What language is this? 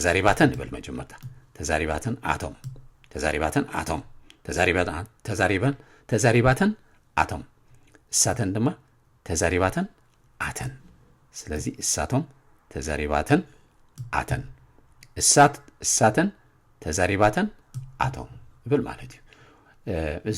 Tigrinya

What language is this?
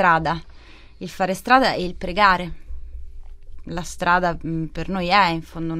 Italian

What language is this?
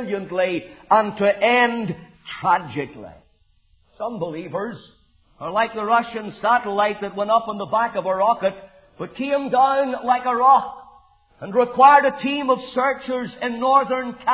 English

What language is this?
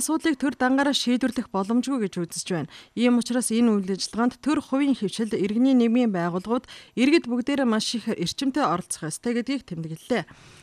Mongolian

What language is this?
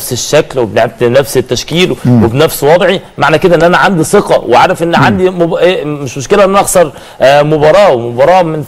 Egyptian Arabic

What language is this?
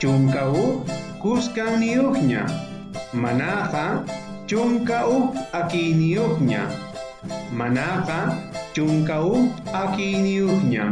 South Bolivian Quechua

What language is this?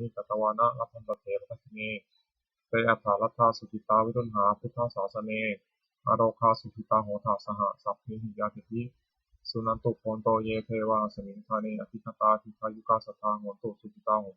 Pali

